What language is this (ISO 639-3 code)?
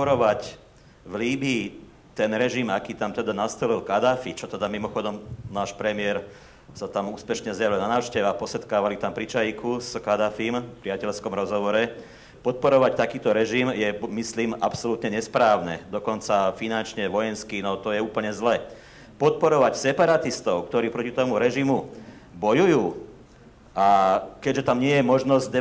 slk